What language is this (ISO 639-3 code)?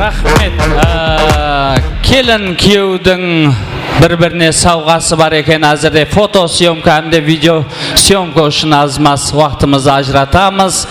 kaa